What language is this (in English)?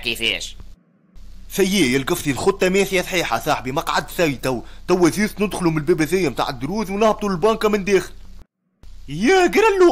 Tunisian Arabic